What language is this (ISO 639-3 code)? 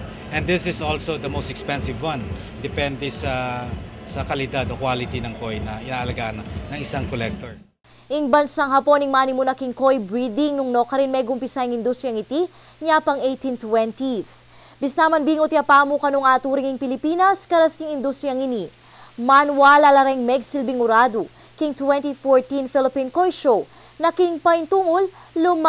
pam